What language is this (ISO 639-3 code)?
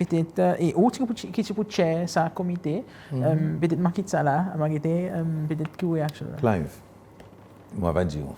crs